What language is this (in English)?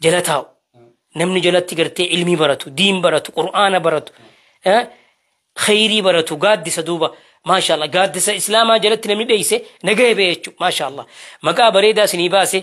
Oromo